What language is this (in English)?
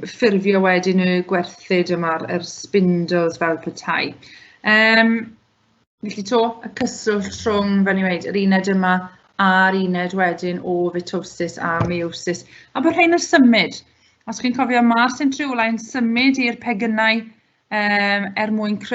Welsh